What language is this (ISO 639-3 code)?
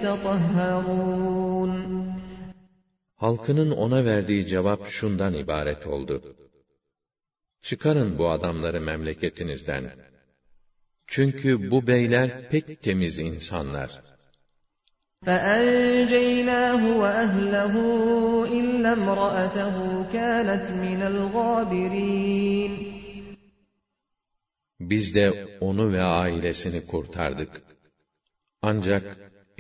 tur